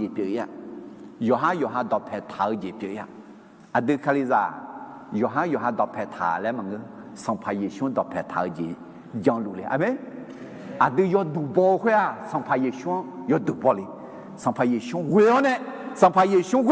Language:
Akha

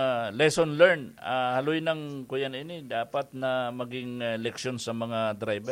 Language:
Bikol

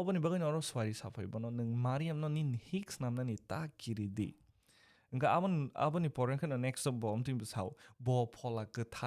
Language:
Kok Borok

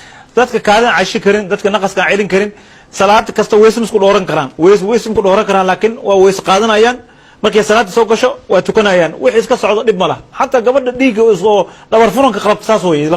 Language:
Somali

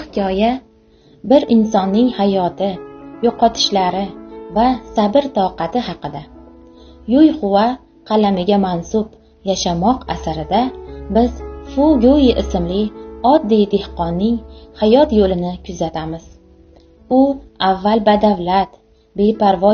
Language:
Uzbek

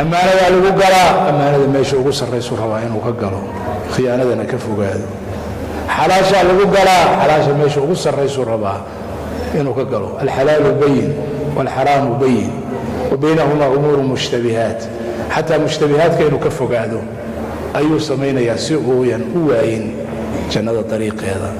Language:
Somali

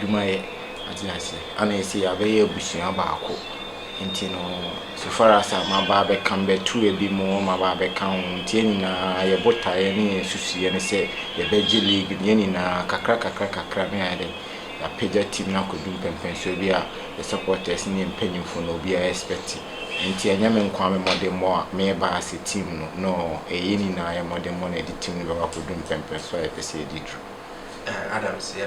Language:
Akan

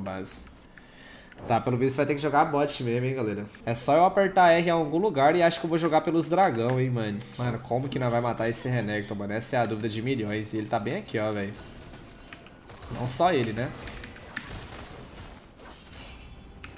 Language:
Portuguese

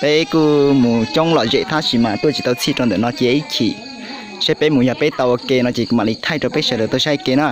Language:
Hmong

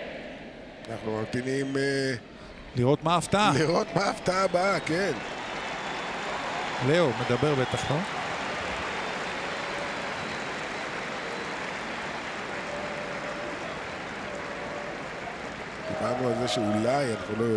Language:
Hebrew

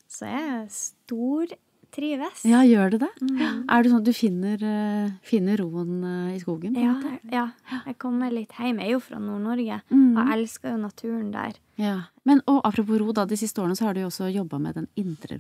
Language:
Norwegian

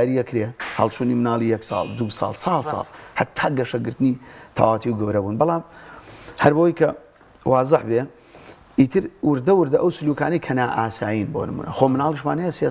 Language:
Central Kurdish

